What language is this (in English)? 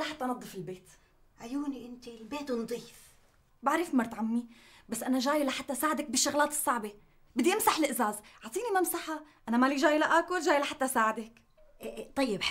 North Levantine Arabic